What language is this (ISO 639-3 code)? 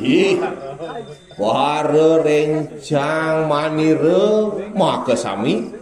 ban